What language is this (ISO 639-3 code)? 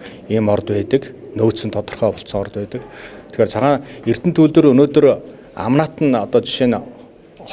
mon